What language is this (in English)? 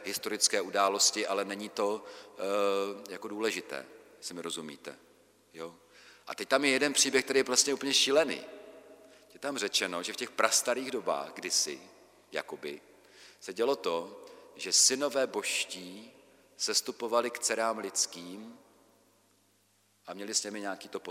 Czech